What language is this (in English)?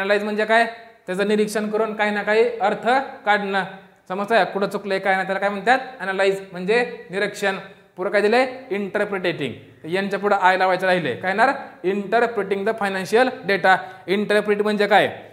Marathi